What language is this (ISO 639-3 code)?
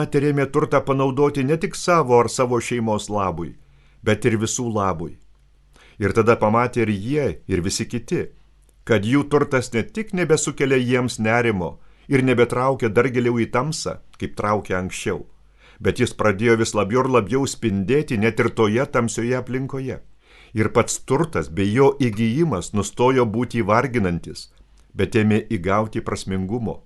lit